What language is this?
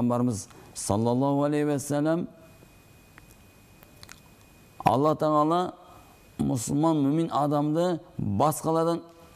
Kazakh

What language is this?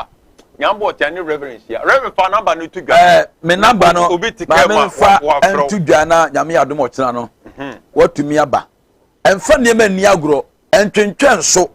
Akan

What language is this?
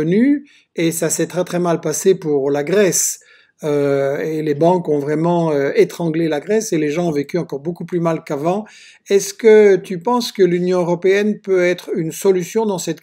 French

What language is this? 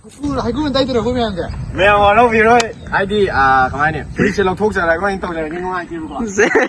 Manipuri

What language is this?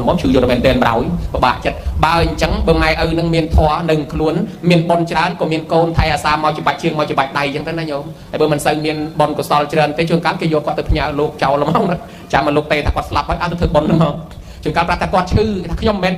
Khmer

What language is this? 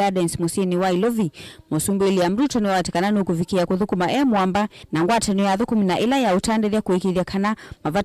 Kamba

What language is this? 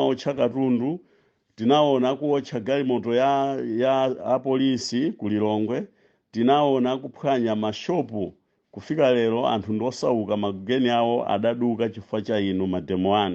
Nyanja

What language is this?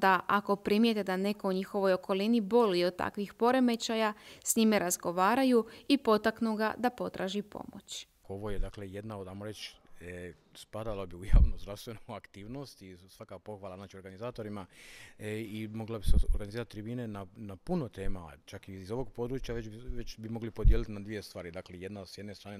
Croatian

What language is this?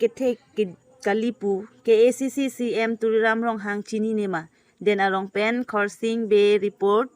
Karbi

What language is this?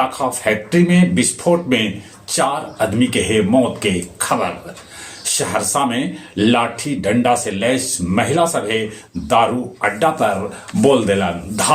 Magahi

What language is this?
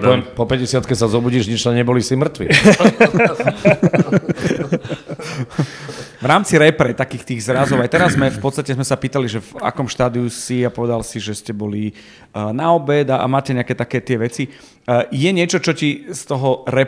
Slovak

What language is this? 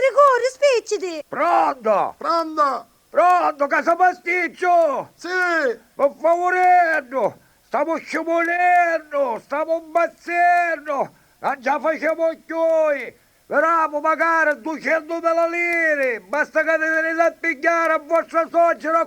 Sicilian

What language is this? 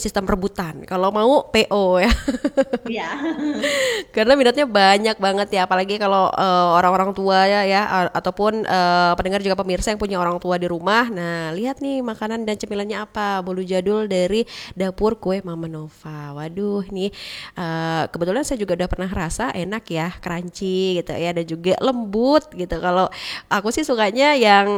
Indonesian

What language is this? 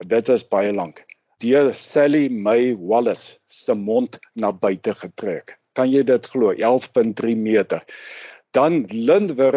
Afrikaans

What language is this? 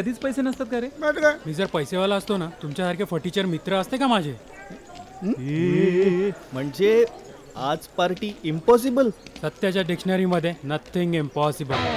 Marathi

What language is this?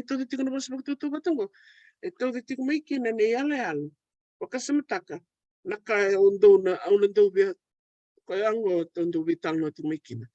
Fijian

